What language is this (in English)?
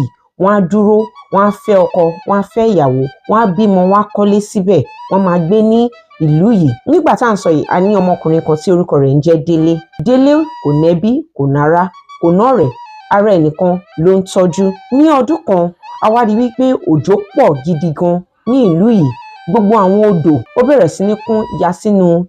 Yoruba